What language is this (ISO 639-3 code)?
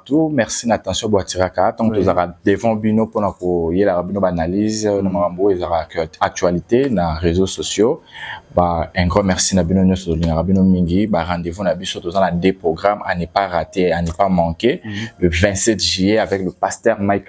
lin